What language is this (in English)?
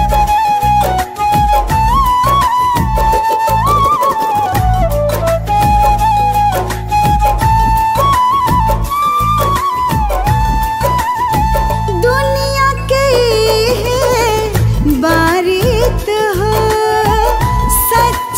Bhojpuri